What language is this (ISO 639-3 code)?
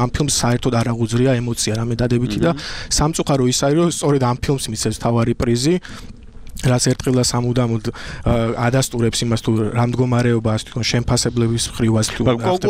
kat